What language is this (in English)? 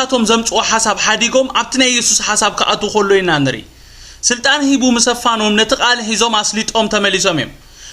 Tigrinya